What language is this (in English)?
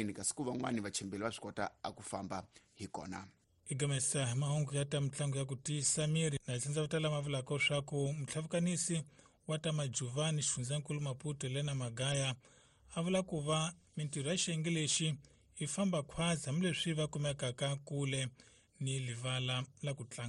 Tsonga